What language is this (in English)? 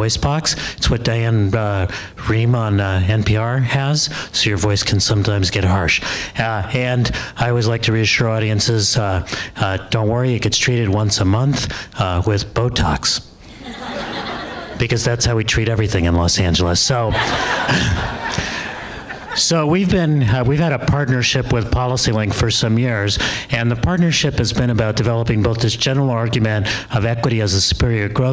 English